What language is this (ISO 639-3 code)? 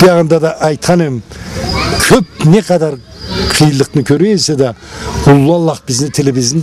krc